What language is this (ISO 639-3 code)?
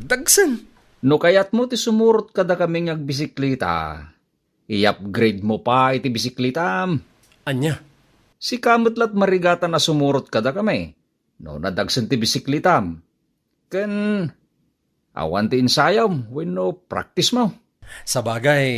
ilo